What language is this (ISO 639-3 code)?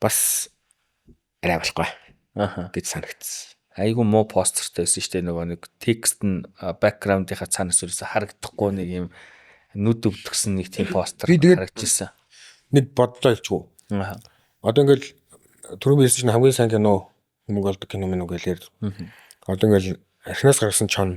mon